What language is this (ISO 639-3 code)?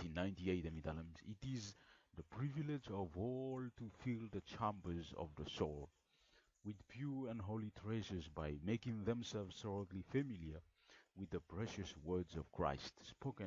bis